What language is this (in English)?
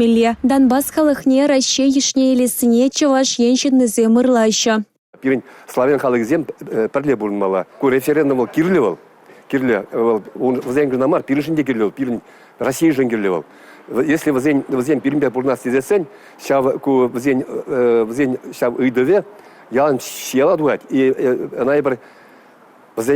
Chuvash